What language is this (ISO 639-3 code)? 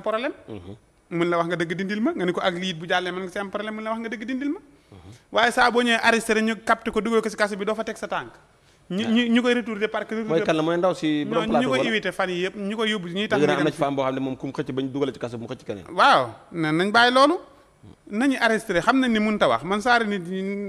wol